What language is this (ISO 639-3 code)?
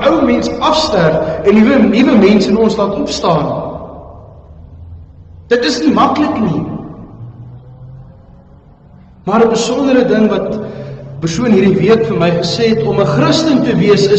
afr